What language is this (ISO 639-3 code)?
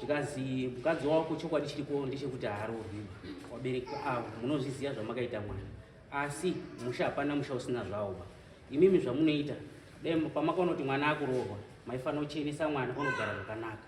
sna